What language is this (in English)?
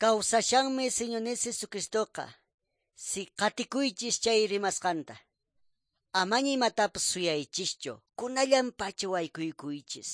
Quechua